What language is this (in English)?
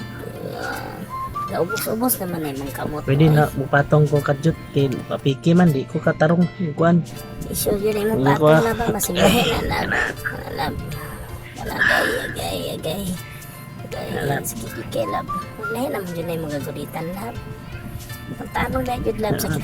Cebuano